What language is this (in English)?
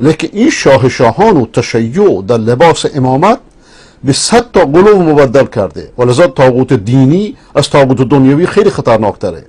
Persian